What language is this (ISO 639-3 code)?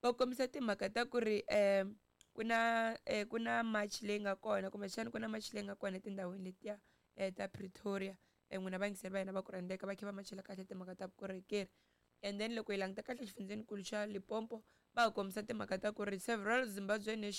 tso